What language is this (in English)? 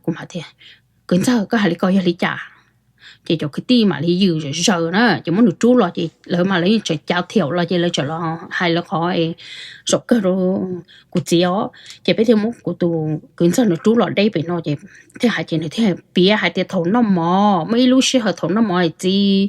Hmong